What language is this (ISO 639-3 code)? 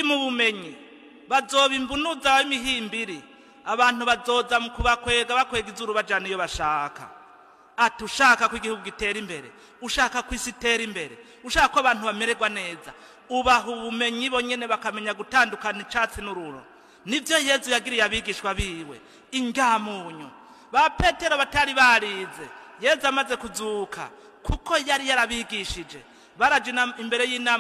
run